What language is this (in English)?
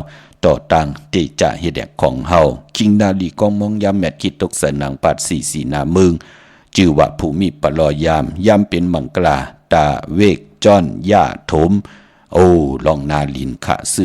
Shan